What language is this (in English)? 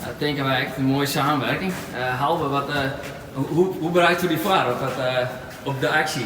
Western Frisian